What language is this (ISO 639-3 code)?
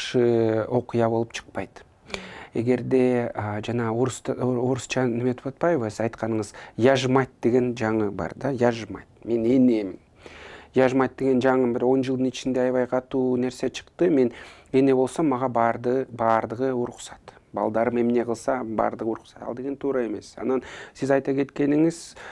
kir